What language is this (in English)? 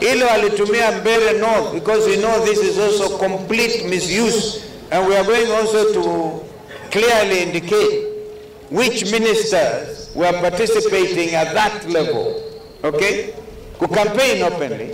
Kamba